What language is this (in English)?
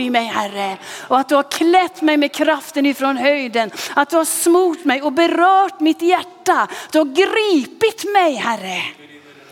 Swedish